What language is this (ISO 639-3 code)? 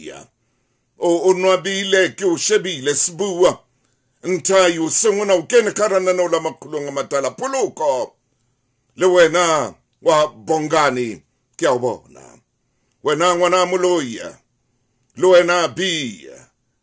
sot